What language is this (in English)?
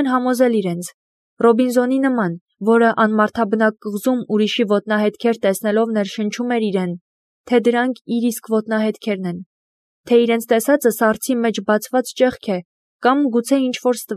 Armenian